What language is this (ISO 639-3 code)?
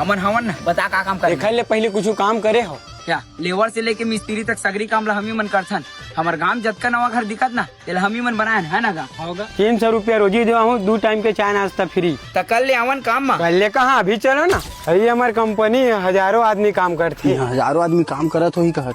hne